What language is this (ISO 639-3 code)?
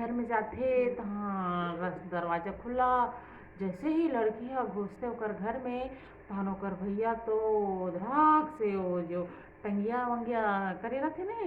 hne